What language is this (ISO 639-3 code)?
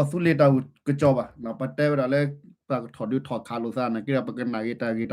ksw